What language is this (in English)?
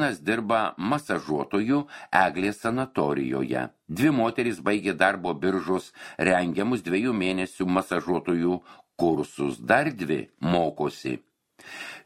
Lithuanian